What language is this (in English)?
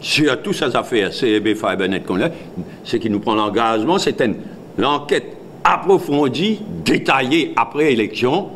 Morisyen